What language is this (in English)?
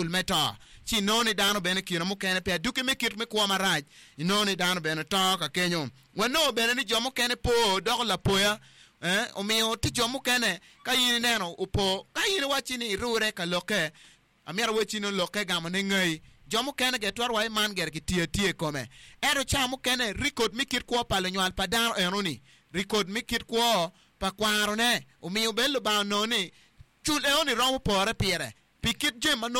Acoli